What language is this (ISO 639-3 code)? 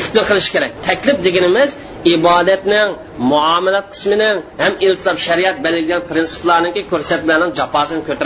uig